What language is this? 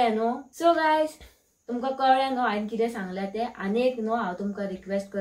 Konkani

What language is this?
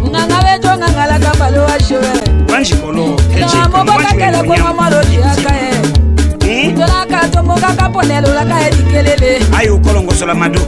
Tetela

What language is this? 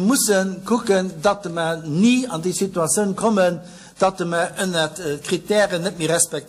Luxembourgish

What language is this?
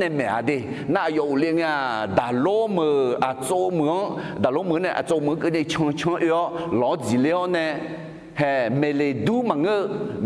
Akha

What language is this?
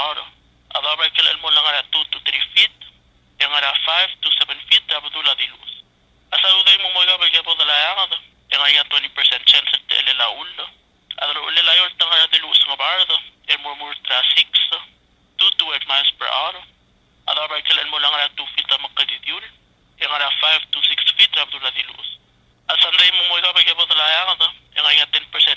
Palauan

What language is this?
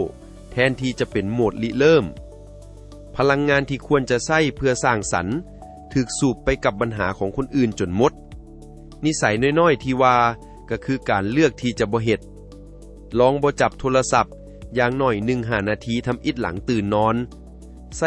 Lao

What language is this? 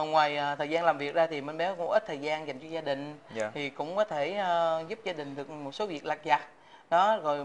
Vietnamese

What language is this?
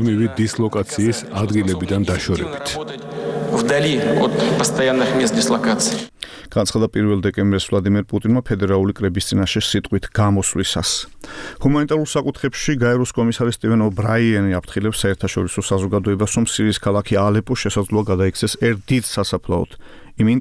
Georgian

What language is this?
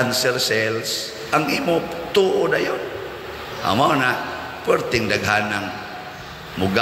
Cebuano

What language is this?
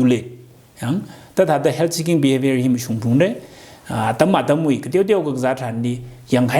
Tangkhul Naga (India)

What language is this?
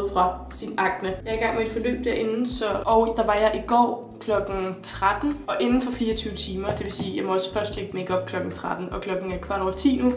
Danish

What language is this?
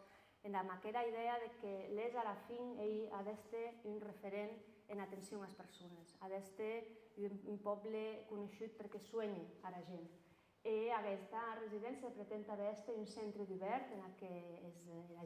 Occitan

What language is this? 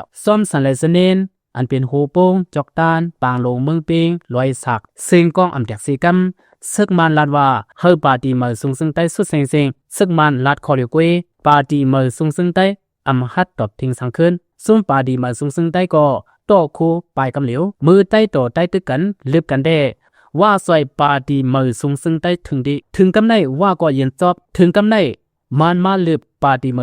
Lao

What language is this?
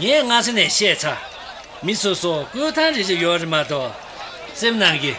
Tibetan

